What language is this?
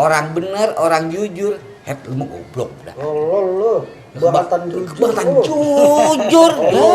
Betawi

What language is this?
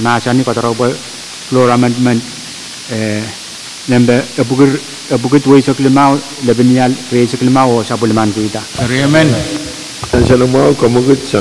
Pohnpeian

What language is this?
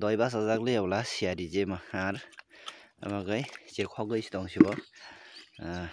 Kok Borok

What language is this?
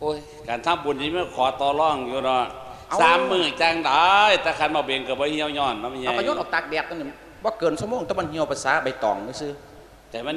Lao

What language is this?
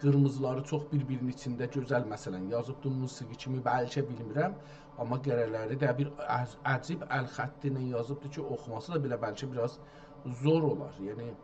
South Azerbaijani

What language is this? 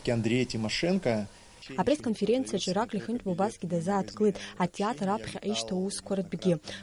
Abkhazian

